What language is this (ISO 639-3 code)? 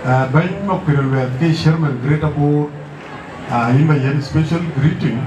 din